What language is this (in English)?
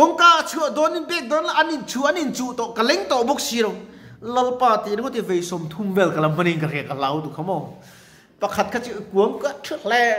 Mizo